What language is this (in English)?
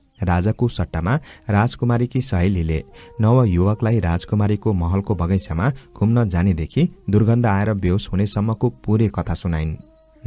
Nepali